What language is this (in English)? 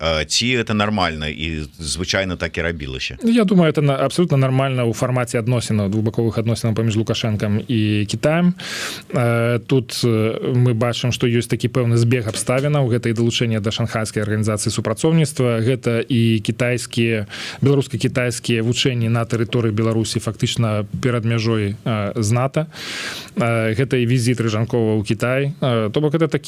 Belarusian